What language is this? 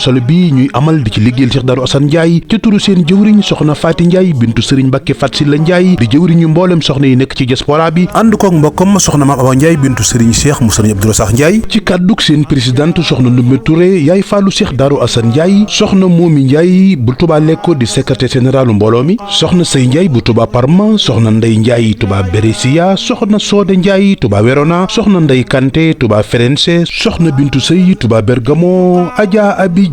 Wolof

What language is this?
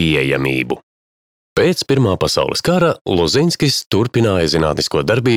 Latvian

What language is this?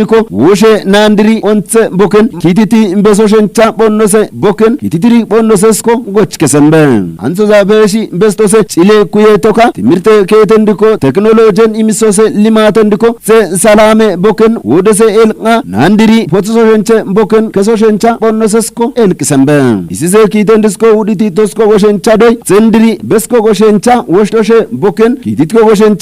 Kafa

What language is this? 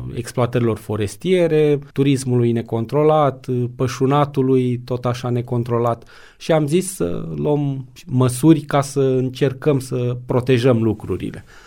Romanian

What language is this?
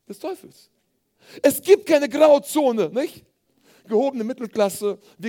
German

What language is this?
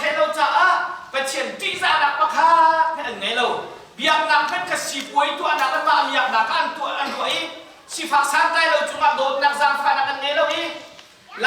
Hakha Chin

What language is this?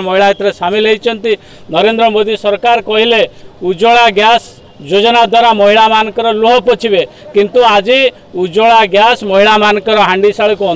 Odia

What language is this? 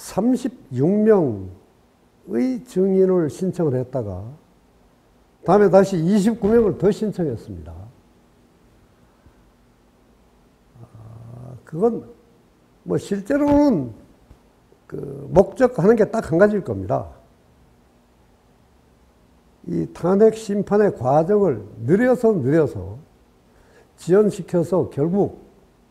Korean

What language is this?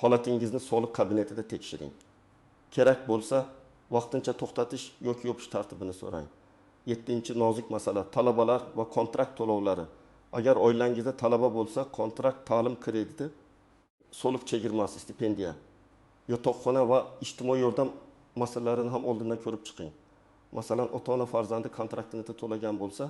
Uzbek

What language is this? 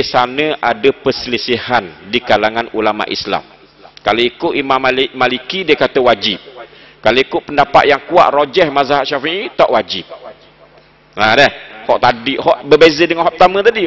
Malay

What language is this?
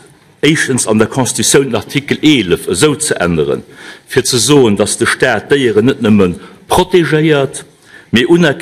Luxembourgish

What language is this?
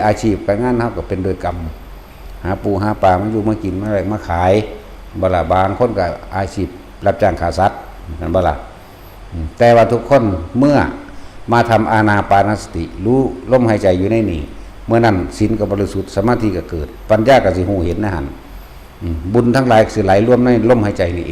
Northeastern Thai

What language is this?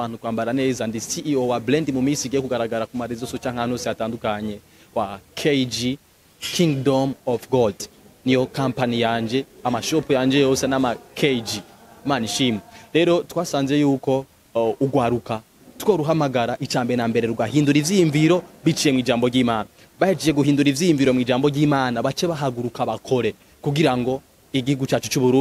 Rundi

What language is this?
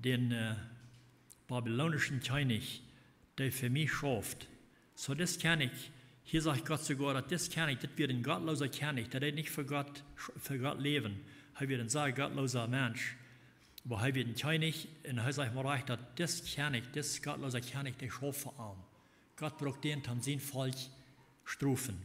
Plautdietsch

